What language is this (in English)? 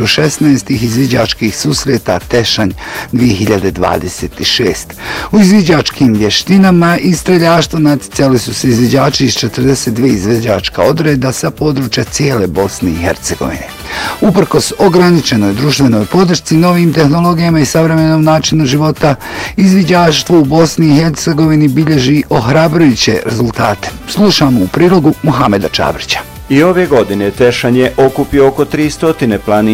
Bosnian